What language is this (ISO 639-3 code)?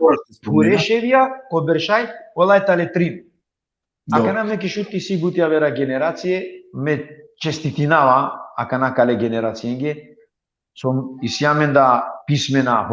rmn